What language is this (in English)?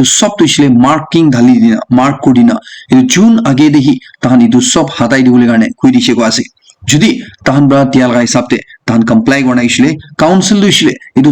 Naga Pidgin